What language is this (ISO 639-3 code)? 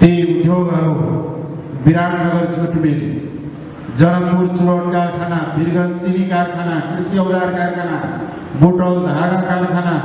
nep